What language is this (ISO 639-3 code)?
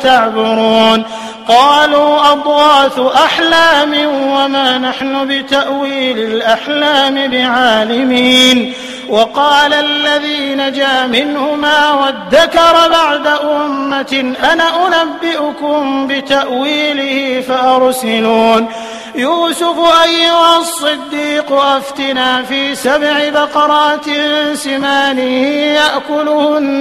ara